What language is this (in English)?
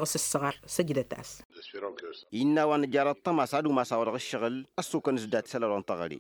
Tamasheq